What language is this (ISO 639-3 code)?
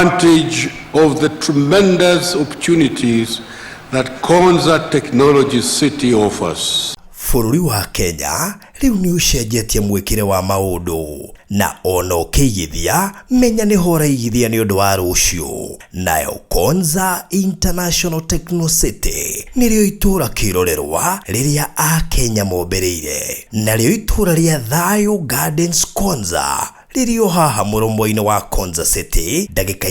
kik